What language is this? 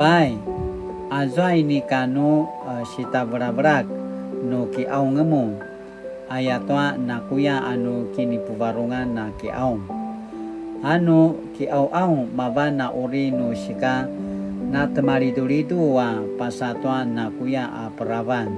Paiwan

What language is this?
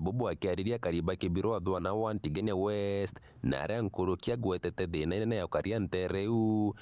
Meru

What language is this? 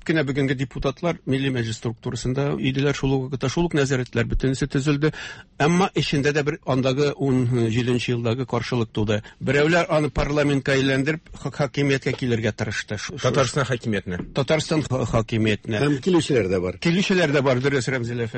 Tatar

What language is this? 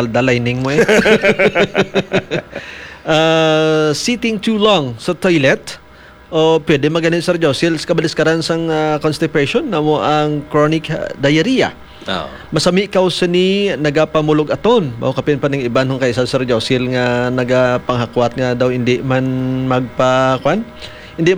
Hiligaynon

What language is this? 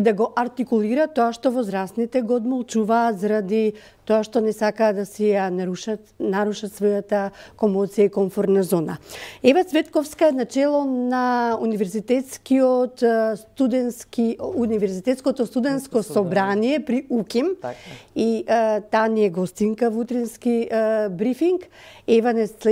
Macedonian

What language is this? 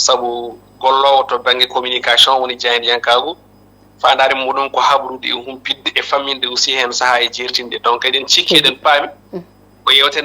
Fula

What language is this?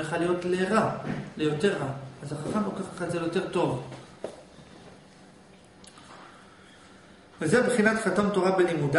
Hebrew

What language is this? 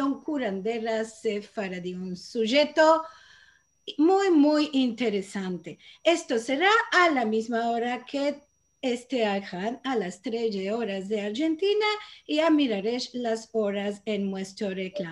Ladino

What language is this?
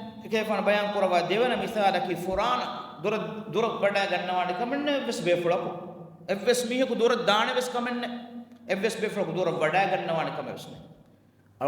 Divehi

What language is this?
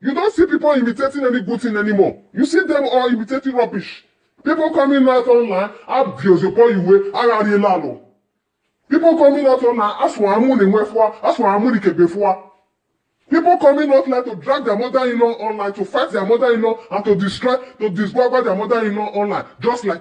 Nigerian Pidgin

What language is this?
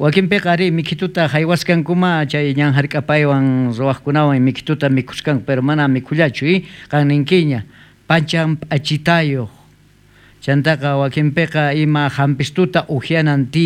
South Bolivian Quechua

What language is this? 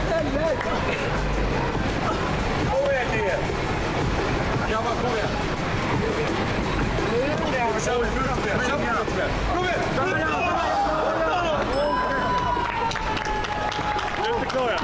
Swedish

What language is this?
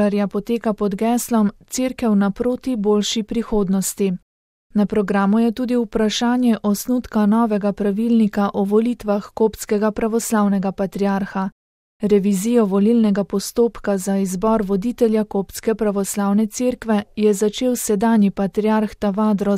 Slovenian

